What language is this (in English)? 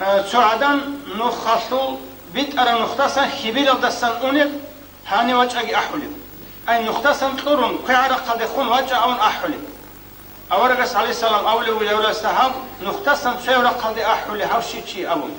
Avaric